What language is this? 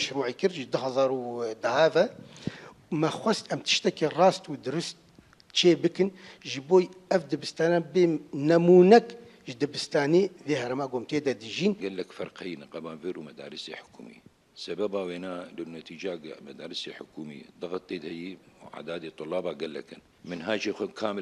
Kurdish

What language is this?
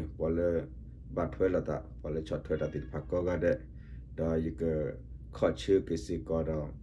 S'gaw Karen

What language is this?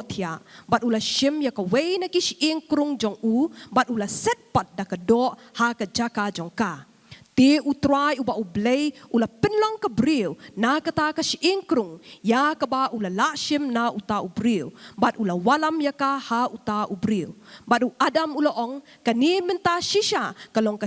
Khasi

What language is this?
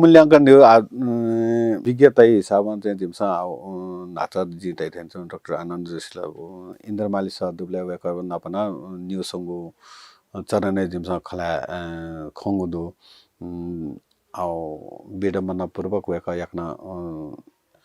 Newari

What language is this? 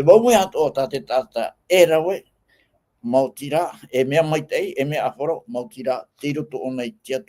Tahitian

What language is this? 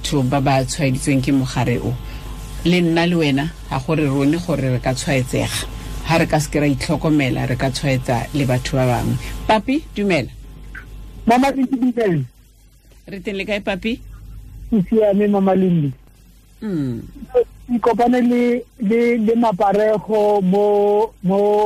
Tswana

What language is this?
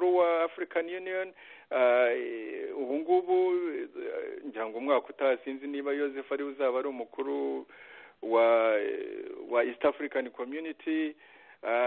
Kinyarwanda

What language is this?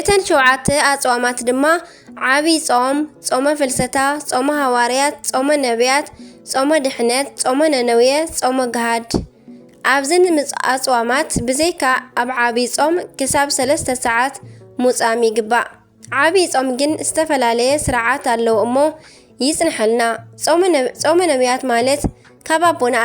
Tigrinya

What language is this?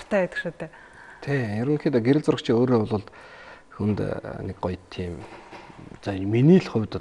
Mongolian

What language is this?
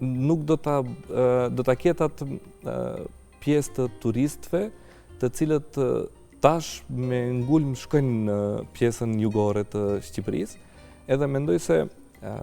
Albanian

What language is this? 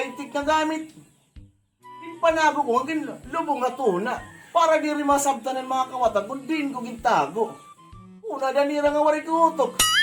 Waray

